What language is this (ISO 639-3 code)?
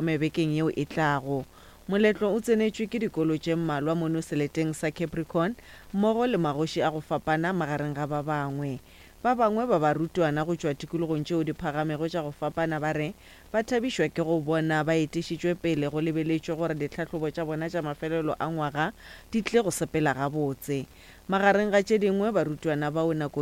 nso